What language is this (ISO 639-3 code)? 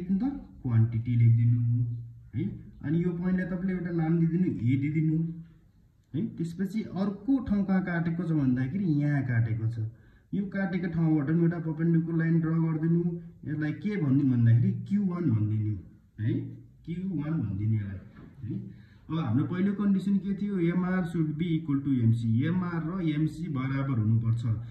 nep